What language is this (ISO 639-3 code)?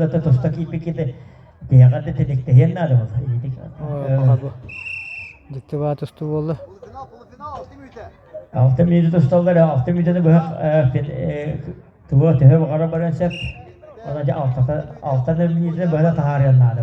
sah